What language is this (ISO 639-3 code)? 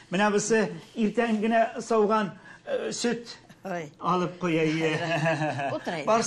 tat